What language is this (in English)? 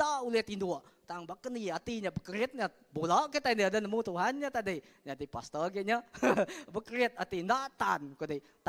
Iban